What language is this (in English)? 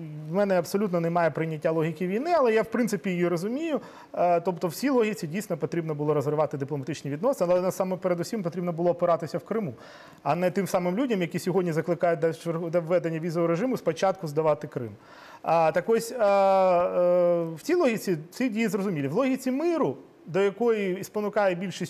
Ukrainian